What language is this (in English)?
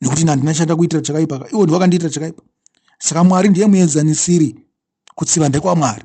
Shona